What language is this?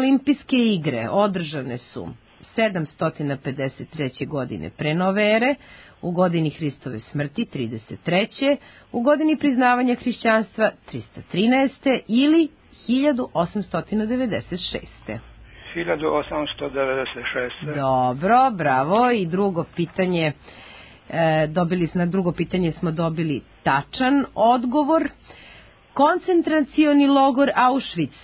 Serbian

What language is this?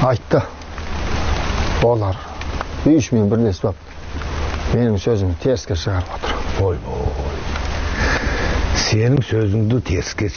Kazakh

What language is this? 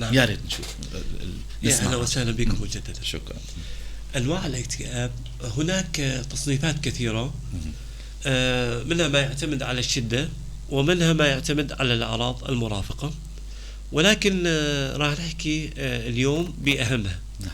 North Levantine Arabic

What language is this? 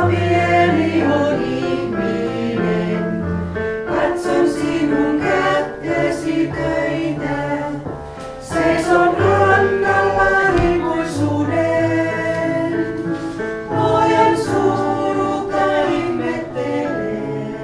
Finnish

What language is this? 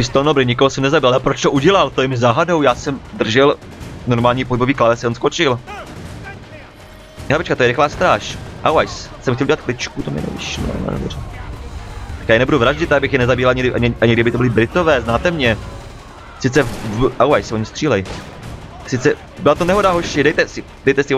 Czech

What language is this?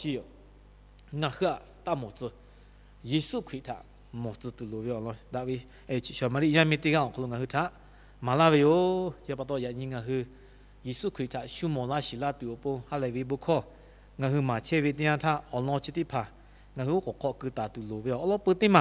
Lahu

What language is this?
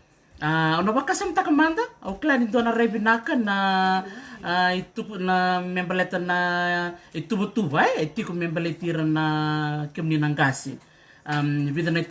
Fijian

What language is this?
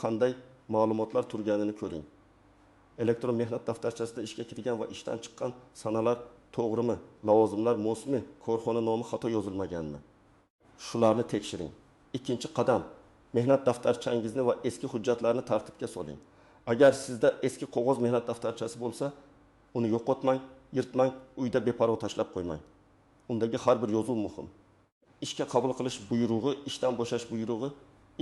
Uzbek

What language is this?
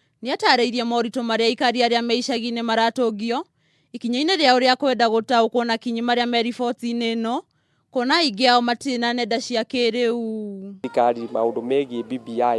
Kikuyu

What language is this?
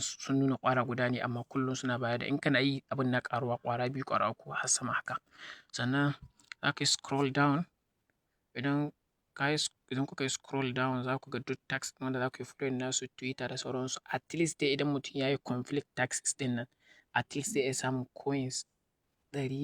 Hausa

